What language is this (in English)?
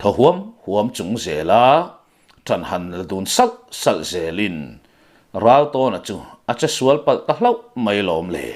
Mizo